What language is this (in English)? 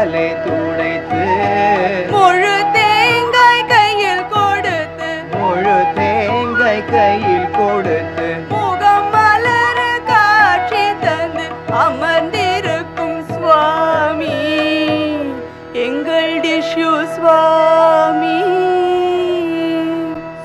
Tamil